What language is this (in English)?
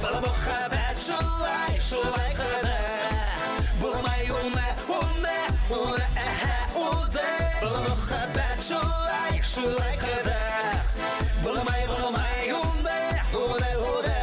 Bashkir